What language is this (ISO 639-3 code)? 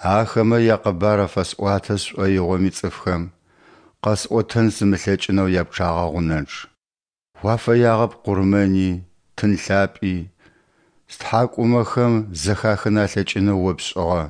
ady